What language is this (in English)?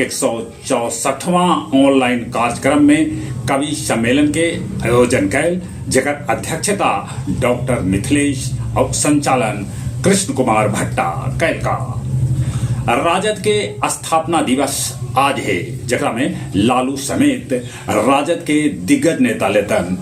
Magahi